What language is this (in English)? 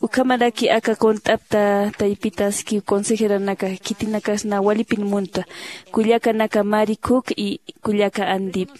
Aymara